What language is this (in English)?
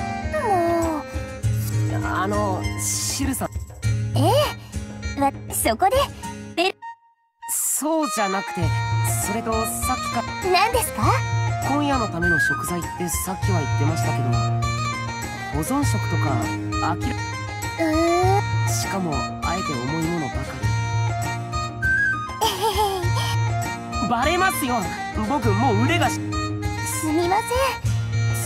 Japanese